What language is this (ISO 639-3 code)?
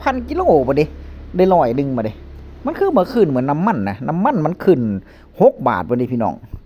tts